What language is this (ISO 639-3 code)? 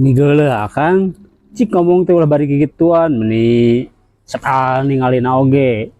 sun